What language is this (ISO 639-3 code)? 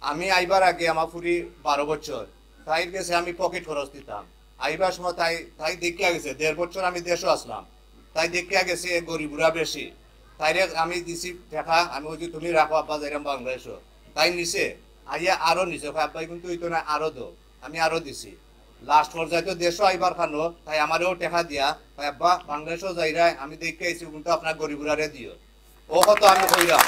syl